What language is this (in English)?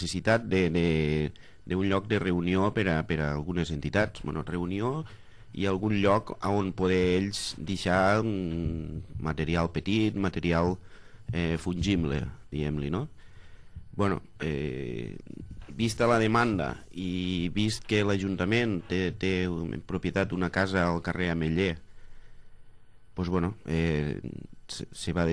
Catalan